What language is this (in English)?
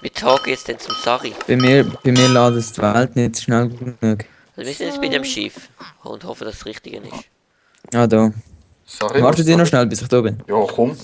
Swiss German